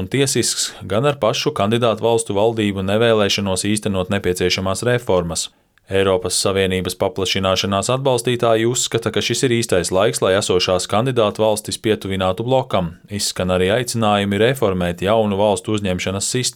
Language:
Latvian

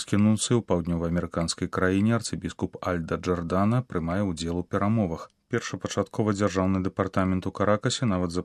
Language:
Belarusian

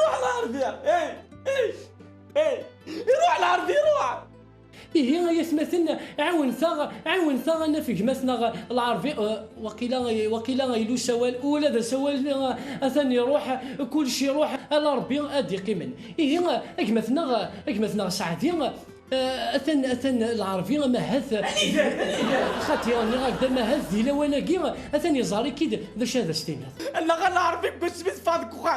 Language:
Kabyle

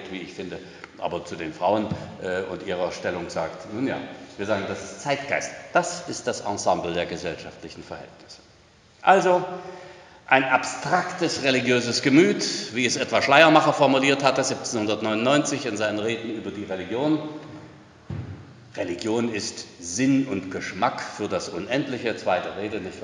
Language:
German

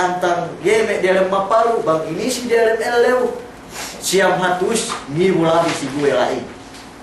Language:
Yakan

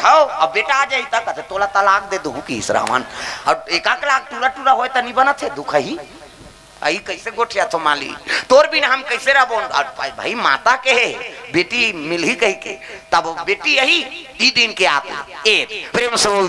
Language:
Chhattisgarhi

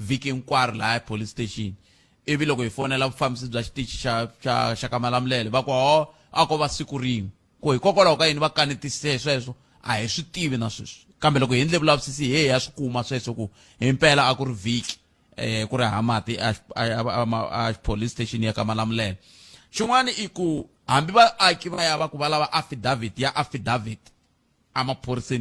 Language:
Tsonga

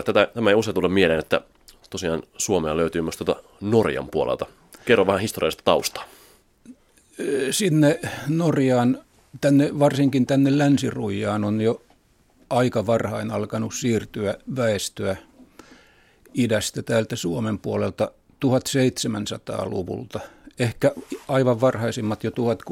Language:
Finnish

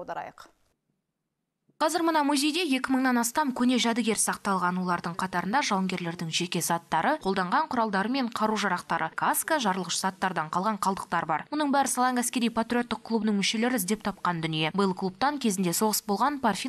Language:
Kazakh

